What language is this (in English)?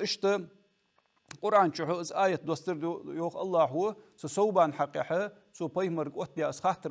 Ingush